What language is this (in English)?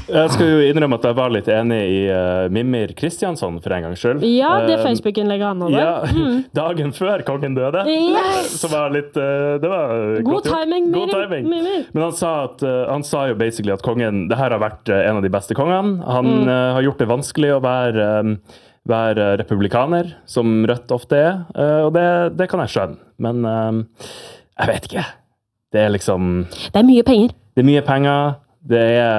Norwegian